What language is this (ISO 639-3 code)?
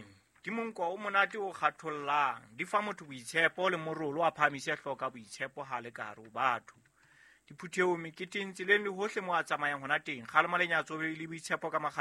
sot